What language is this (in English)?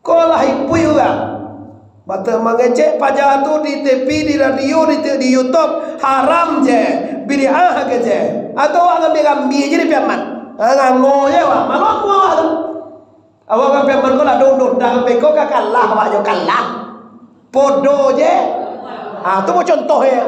Minangkabau